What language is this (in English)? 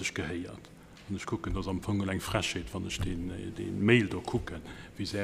Luxembourgish